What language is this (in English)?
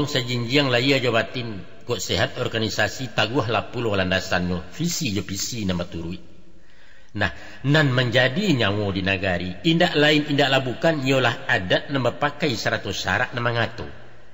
Minangkabau